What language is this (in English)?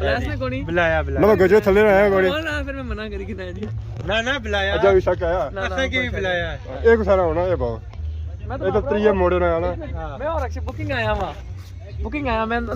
Pahari-Potwari